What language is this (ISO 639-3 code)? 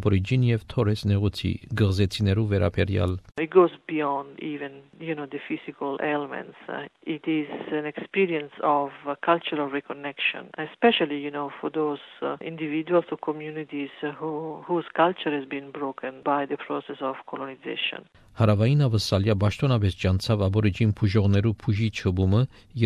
hye